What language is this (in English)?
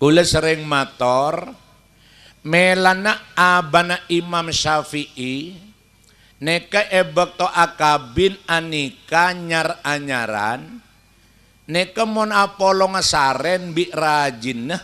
Madurese